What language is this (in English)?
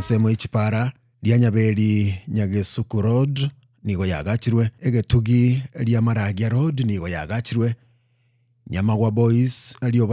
Gusii